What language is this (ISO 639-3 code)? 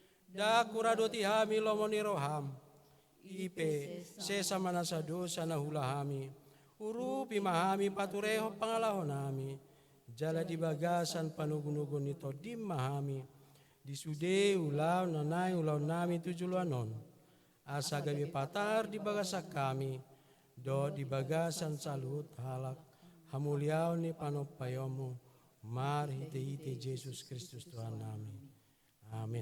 bbc